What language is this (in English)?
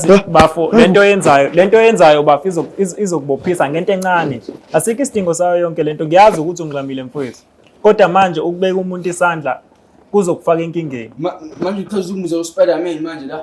Zulu